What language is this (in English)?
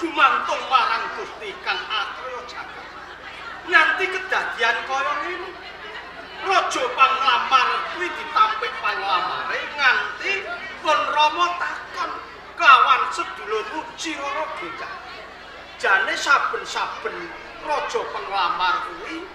Javanese